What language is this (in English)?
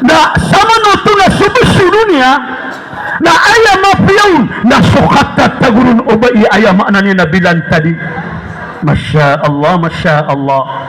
Maranao